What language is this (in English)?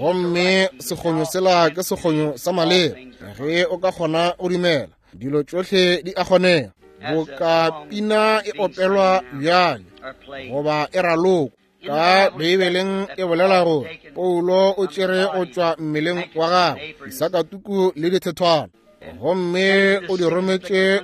Northern Sotho